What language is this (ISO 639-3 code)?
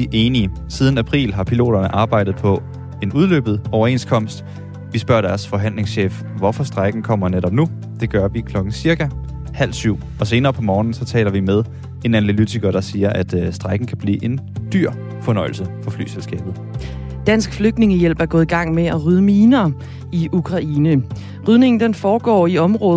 dan